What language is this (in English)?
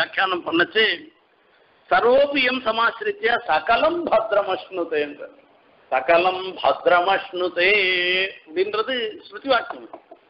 Tamil